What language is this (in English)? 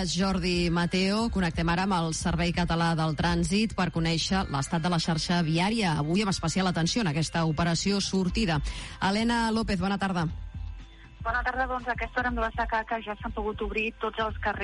Catalan